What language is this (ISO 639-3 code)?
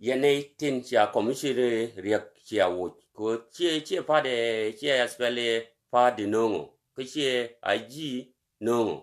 nus